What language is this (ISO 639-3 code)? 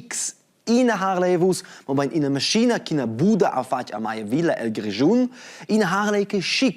roh